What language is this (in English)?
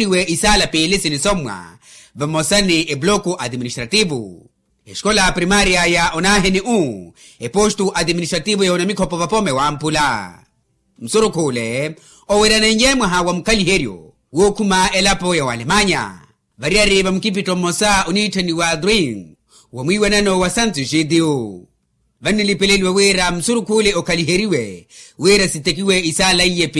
Makhuwa